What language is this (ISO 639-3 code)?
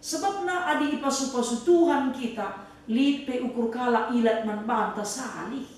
btx